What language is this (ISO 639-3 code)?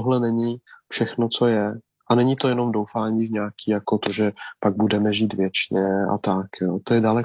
ces